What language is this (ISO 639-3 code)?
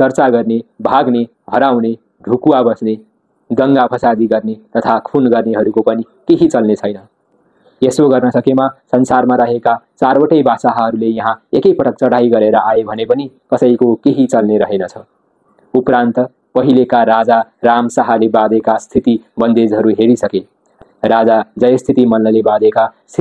nep